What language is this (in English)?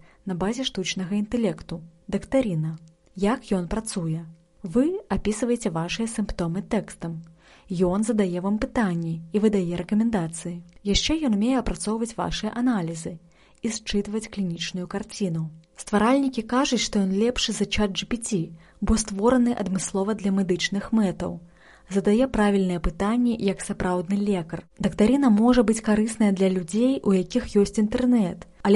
Belarusian